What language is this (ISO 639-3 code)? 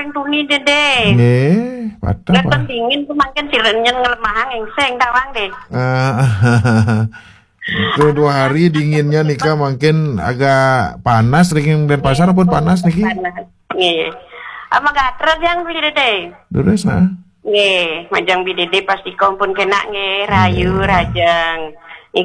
ban